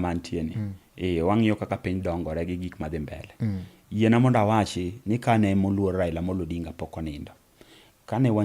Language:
Luo (Kenya and Tanzania)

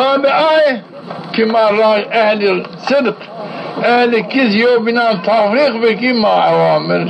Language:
Zaza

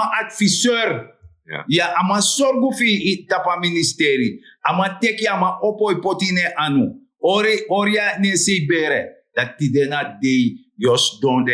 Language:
Sranan Tongo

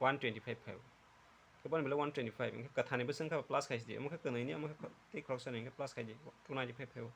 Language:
Kok Borok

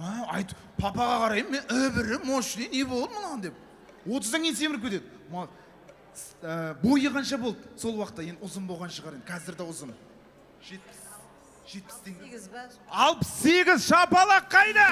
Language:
Kara-Kalpak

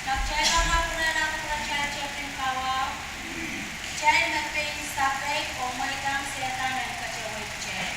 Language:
Pohnpeian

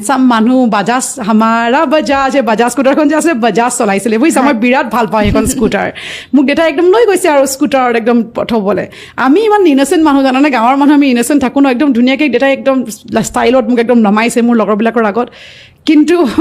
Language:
Assamese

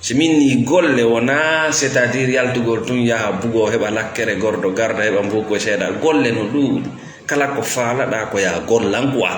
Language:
Fula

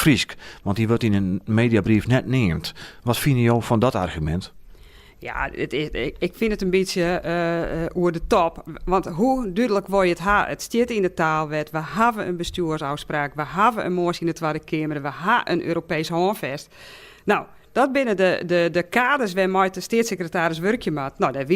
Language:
Western Frisian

